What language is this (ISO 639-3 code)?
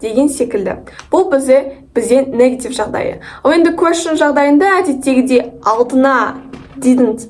kaz